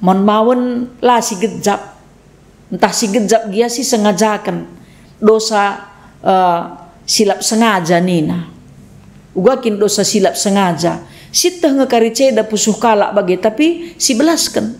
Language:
Batak Karo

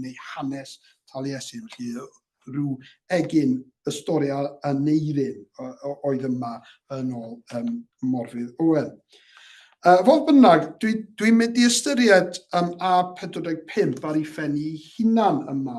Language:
Welsh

